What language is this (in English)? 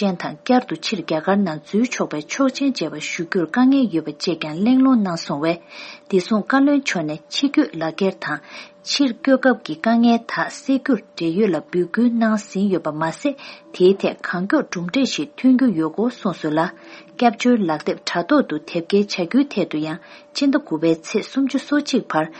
Tibetan